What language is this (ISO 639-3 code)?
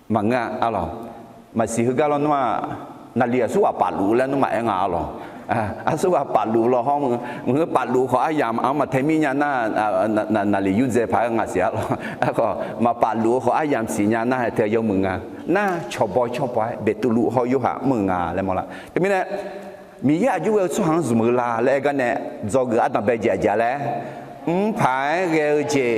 ahk